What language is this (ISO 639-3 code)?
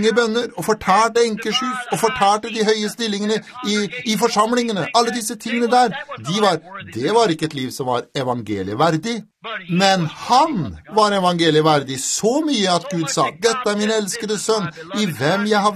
nor